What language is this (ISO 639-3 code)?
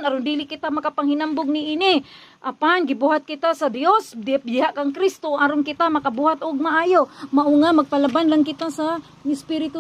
ceb